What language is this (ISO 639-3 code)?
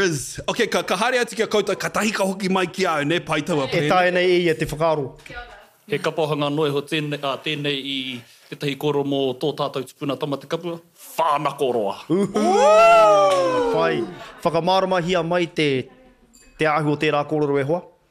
mri